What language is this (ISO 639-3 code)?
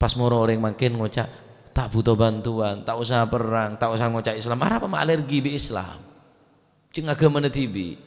mad